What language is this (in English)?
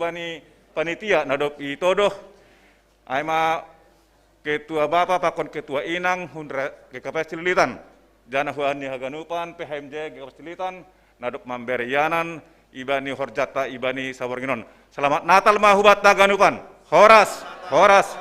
Batak Simalungun